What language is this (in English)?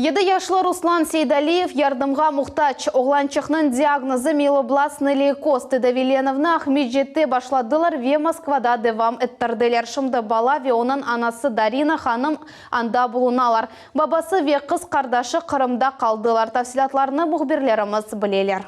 Crimean Tatar